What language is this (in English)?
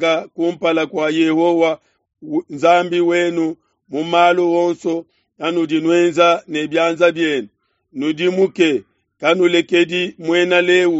Luba-Lulua